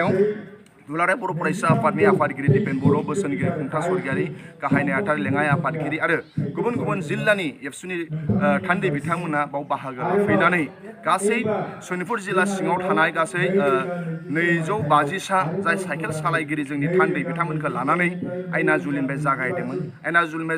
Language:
Bodo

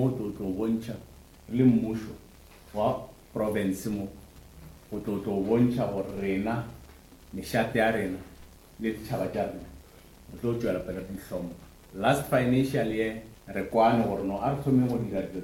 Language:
Northern Sotho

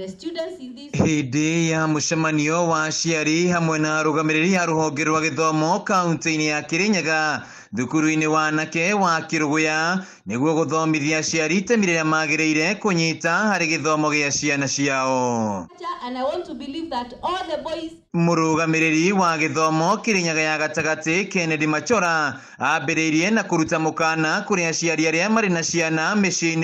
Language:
Kikuyu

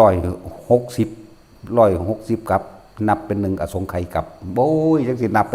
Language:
Northeastern Thai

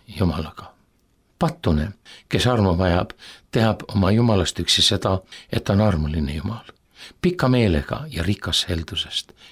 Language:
Estonian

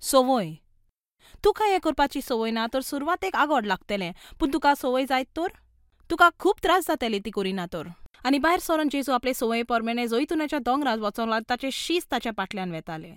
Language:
Konkani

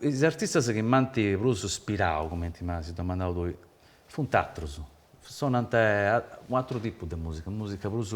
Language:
Sardinian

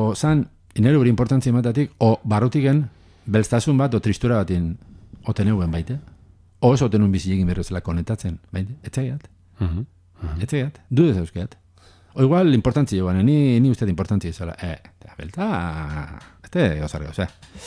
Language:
Basque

